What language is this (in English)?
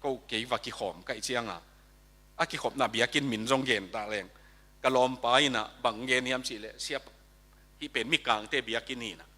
Tedim Chin